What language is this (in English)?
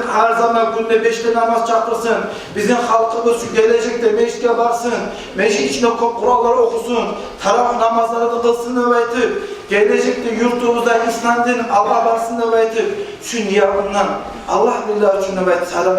Kumyk